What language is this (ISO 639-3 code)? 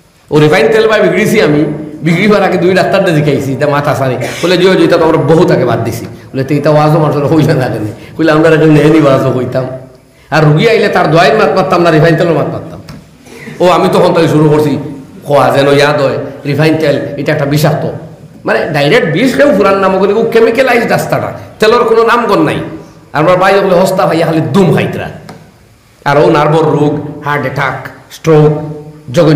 syl